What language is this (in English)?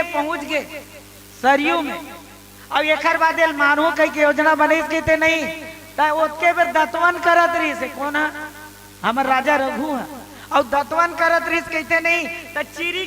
Chhattisgarhi